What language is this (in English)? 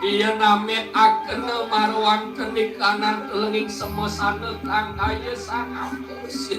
Balinese